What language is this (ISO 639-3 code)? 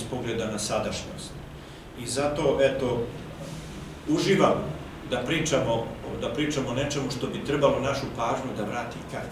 srp